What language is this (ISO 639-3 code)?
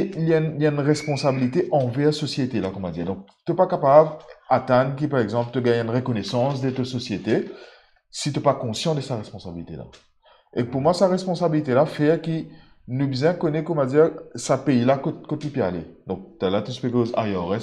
mfe